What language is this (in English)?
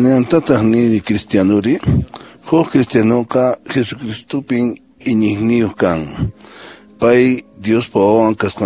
Quechua